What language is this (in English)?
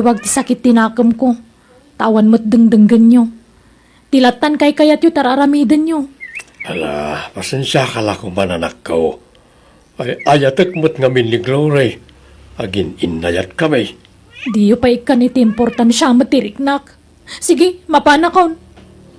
Iloko